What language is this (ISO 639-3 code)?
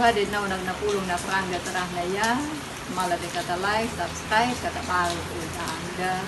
akg